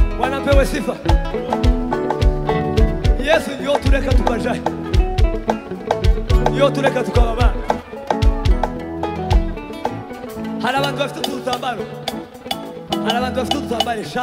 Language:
Kinyarwanda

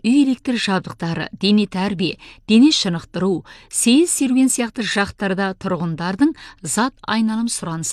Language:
Kazakh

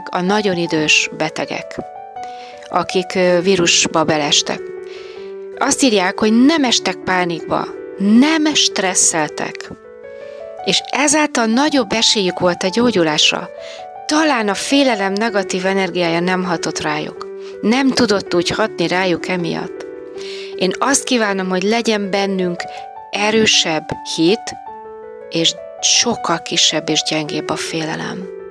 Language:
Hungarian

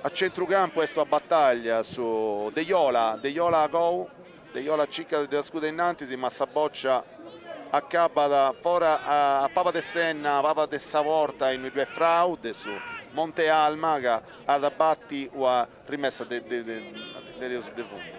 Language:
Sardinian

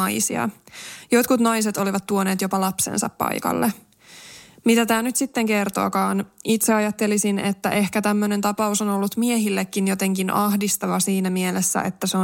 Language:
Finnish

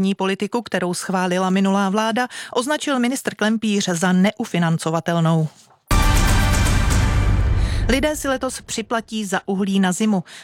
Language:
Czech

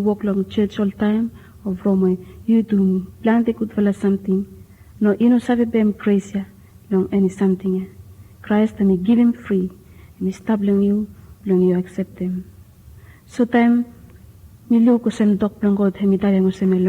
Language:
Bislama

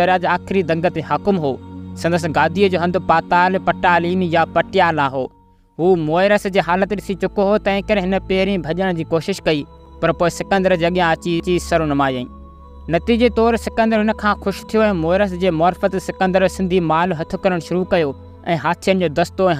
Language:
Sindhi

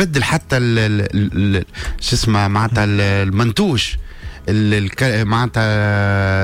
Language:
Tunisian Arabic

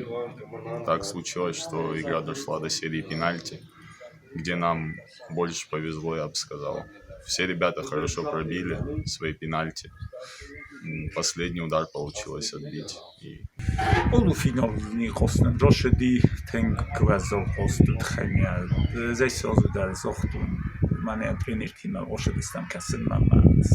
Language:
Ossetic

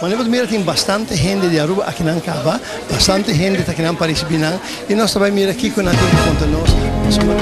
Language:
Papiamento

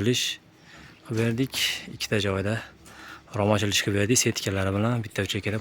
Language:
Uzbek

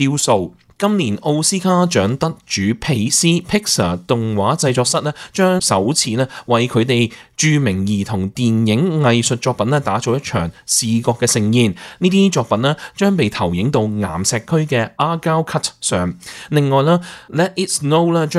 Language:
Cantonese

